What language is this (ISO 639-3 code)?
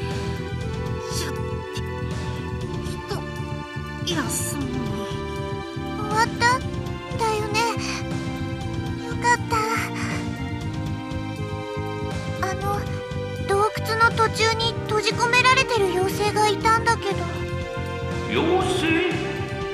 jpn